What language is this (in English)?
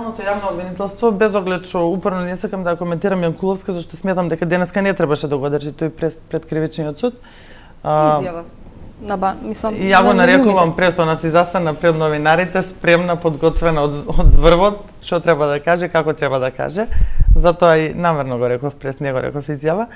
Macedonian